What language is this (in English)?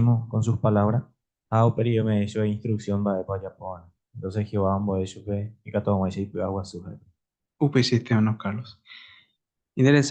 Guarani